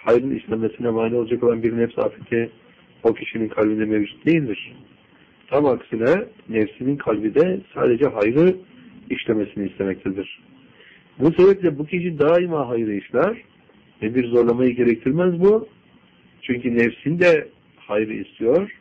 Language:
Turkish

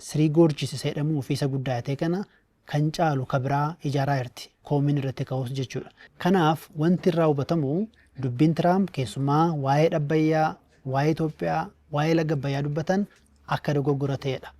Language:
Oromo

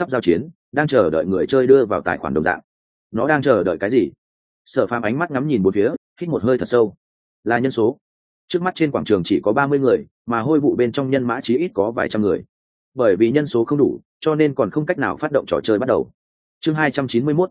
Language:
Vietnamese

